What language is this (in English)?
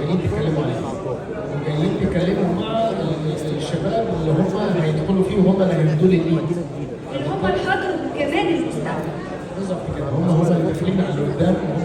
Egyptian Arabic